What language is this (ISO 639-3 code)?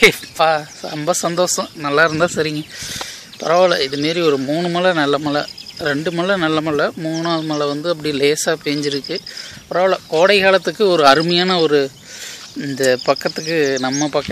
tam